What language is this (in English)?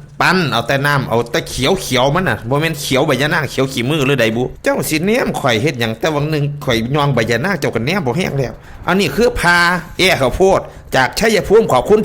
Lao